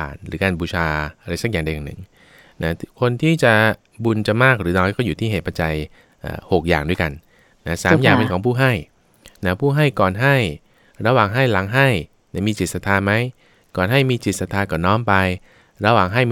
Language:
Thai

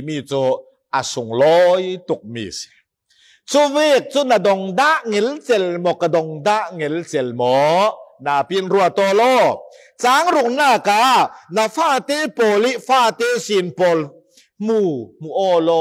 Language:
Falam Chin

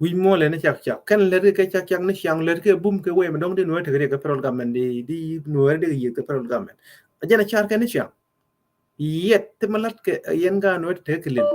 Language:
Nuer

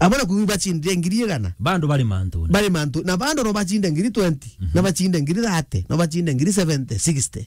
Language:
Meru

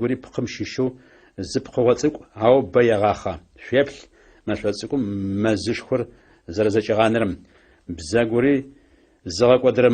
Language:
Adyghe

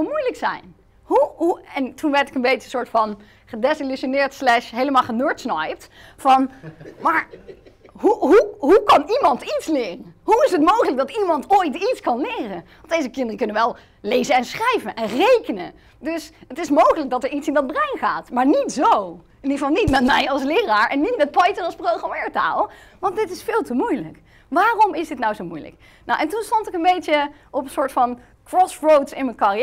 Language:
Dutch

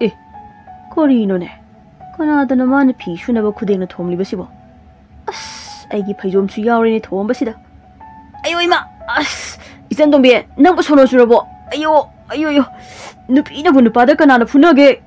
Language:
Manipuri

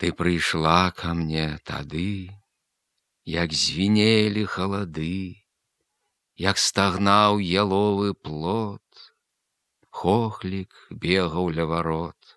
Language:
Belarusian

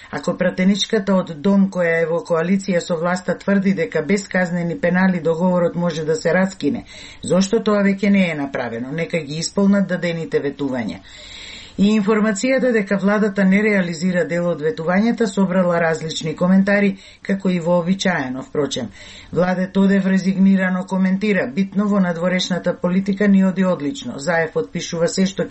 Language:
Macedonian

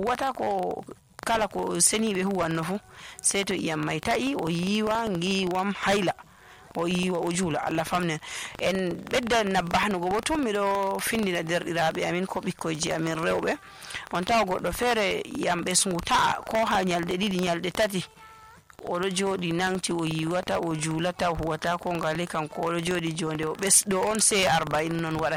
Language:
Nigerian Fulfulde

